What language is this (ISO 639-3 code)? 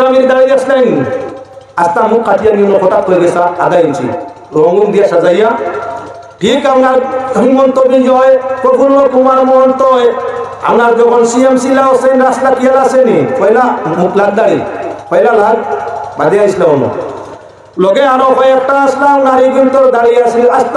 syl